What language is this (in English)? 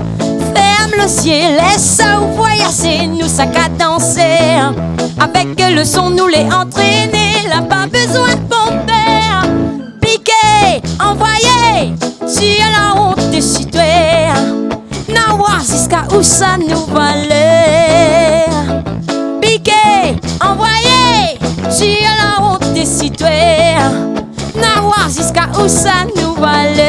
Réunion Creole French